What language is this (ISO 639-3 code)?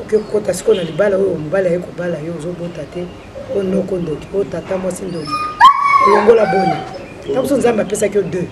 lin